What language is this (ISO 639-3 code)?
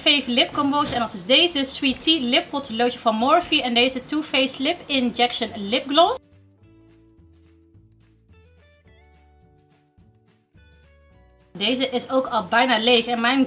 nld